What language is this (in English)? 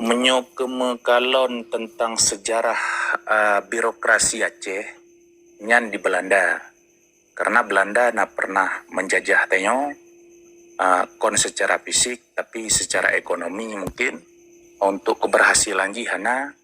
Achinese